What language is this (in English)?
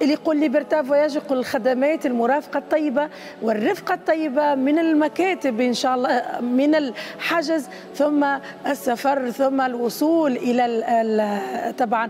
Tunisian Arabic